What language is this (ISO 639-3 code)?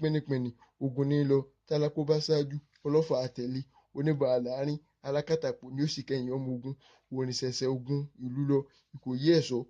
yor